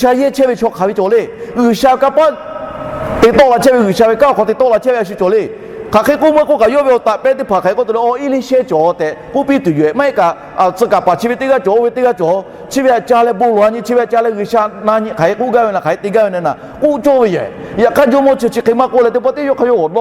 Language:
Lahu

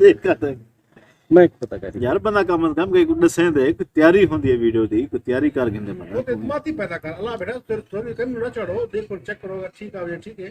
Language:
Saraiki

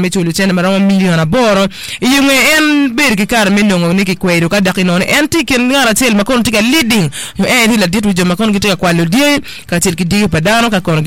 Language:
Acoli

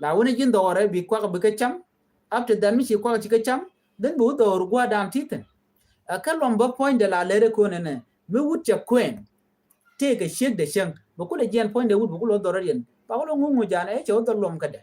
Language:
Nuer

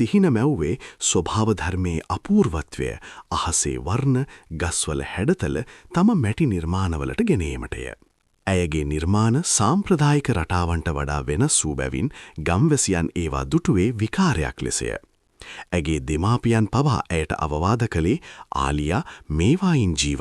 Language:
Sinhala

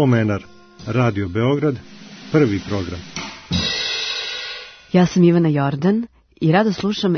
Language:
Serbian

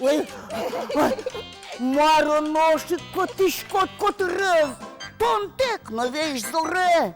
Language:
Udmurt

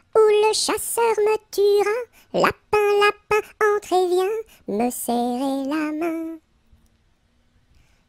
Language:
French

